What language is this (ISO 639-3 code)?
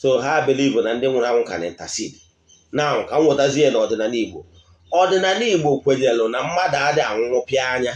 ibo